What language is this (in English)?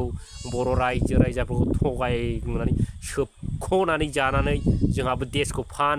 Bodo